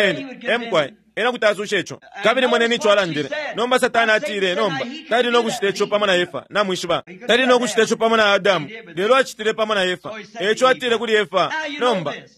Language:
Bemba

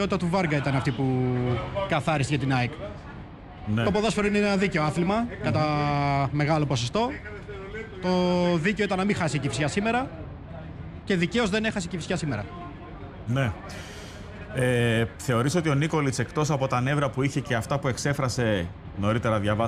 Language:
Greek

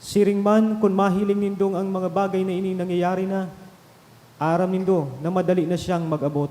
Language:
Bikol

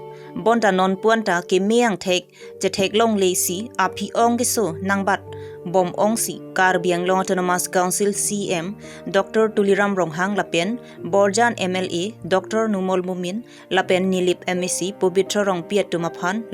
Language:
Karbi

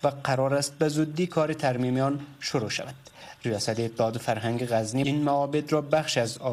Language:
Persian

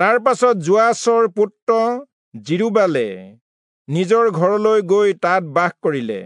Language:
Assamese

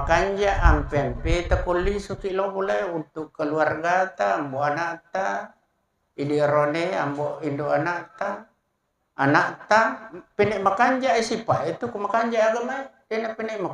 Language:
Buginese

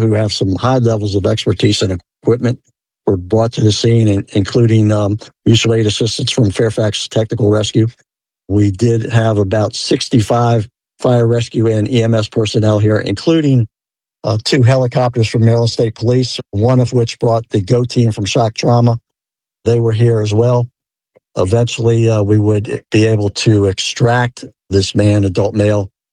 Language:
English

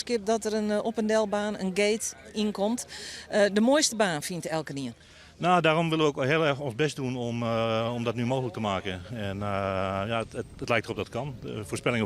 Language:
Western Frisian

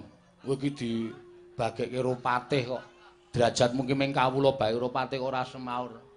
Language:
Javanese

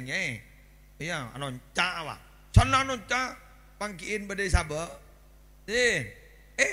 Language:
Madurese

